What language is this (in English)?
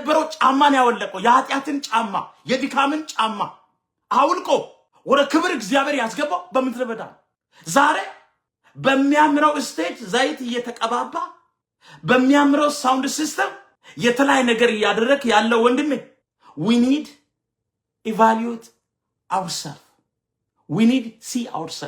Amharic